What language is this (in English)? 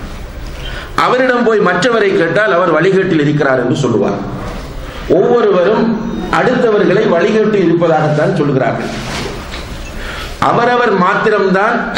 Tamil